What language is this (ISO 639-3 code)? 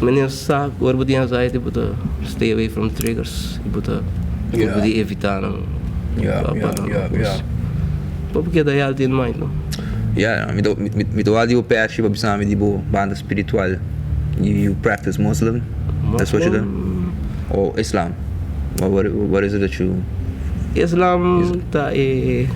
pap